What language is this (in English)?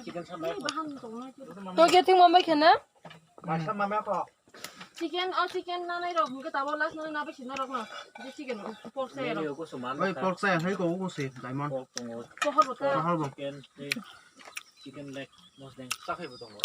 Kok Borok